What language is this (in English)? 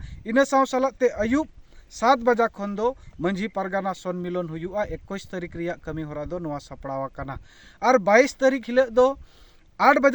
Santali